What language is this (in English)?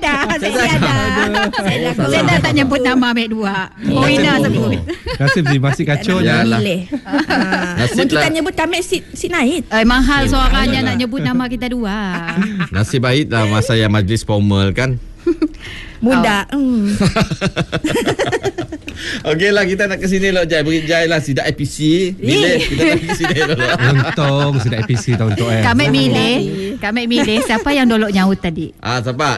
Malay